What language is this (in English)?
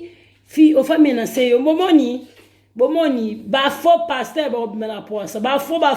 Lingala